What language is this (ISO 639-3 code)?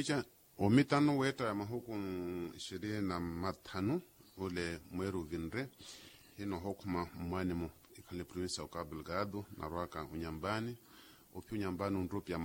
vmw